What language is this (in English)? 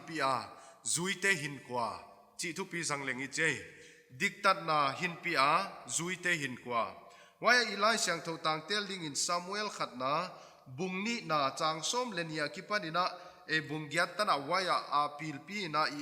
Paite Chin